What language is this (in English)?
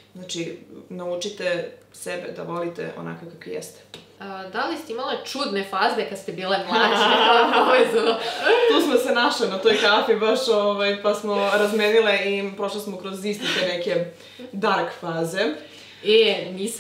Serbian